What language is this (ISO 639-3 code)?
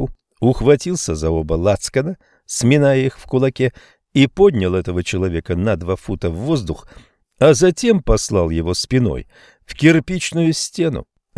rus